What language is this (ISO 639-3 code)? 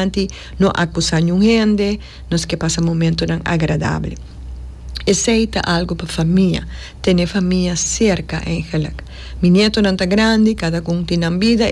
pap